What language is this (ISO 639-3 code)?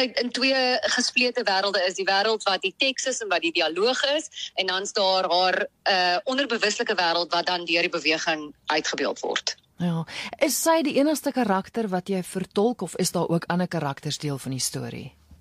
afr